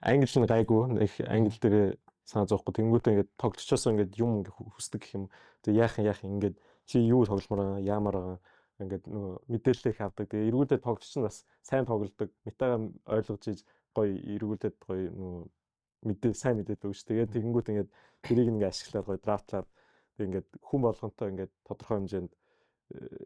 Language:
Mongolian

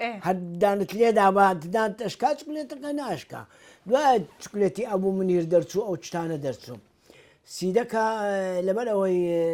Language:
Central Kurdish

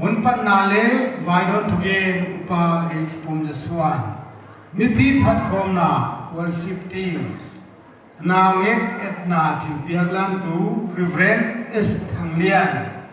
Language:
Paite Chin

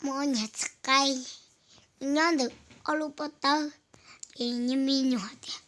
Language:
Hmong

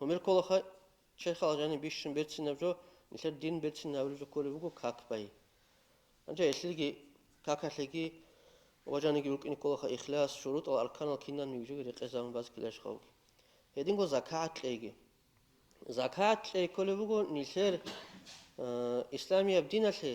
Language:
Avaric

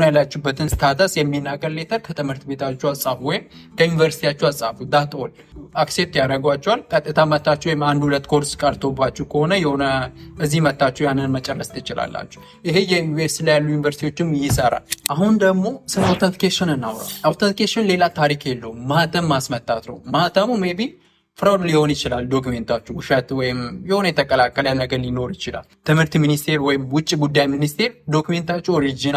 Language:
Amharic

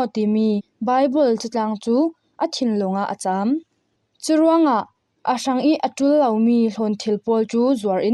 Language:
Falam Chin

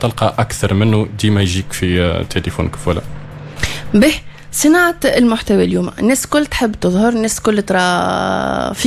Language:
Tunisian Arabic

